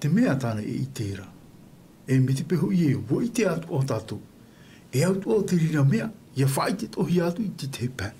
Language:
Tahitian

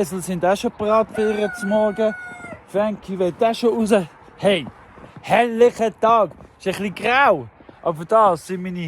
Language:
Swiss German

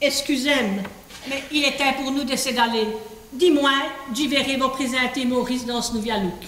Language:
Walloon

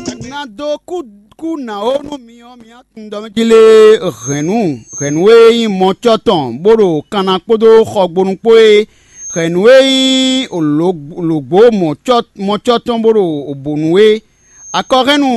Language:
Fon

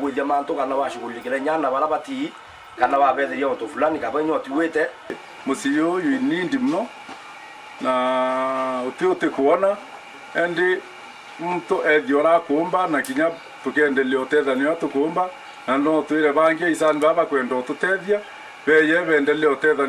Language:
Meru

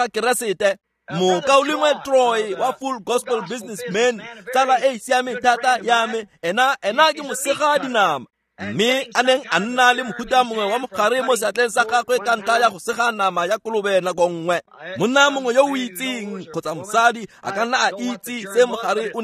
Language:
Tswana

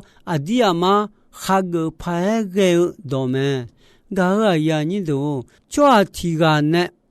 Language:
Akha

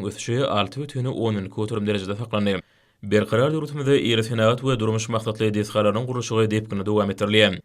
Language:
Turkmen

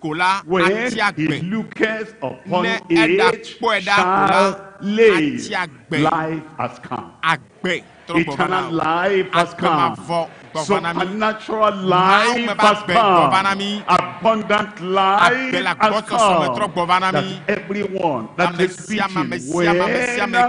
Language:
Ewe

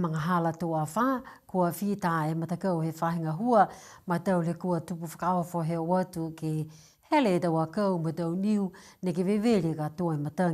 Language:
Niuean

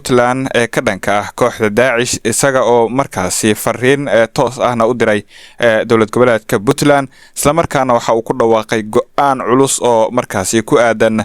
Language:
Somali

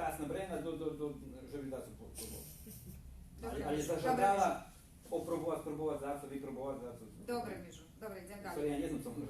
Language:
Rusyn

